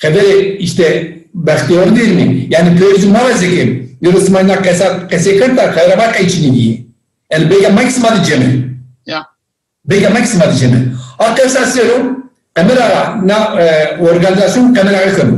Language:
Zaza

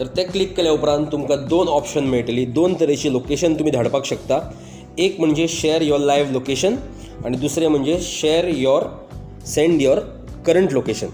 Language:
Konkani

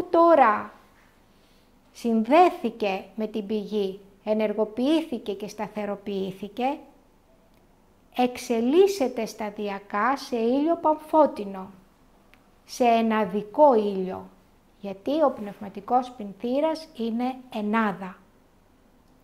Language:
Greek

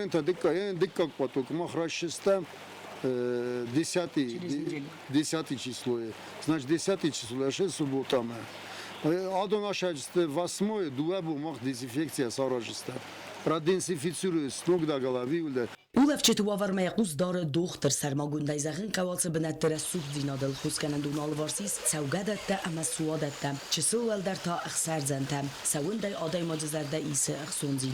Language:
Ossetic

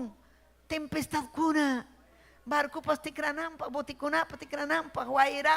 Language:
Ayacucho Quechua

